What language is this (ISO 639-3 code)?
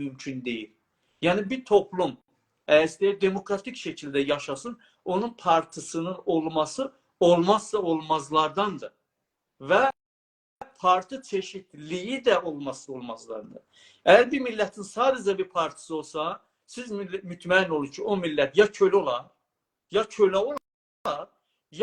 azb